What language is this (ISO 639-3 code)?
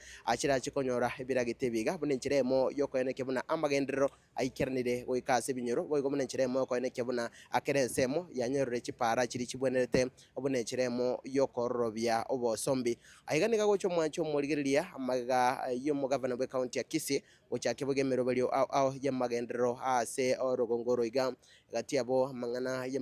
guz